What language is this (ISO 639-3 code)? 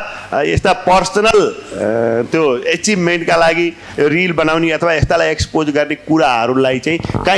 nep